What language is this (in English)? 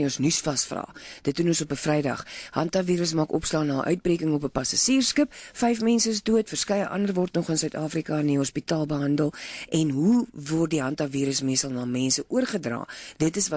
Afrikaans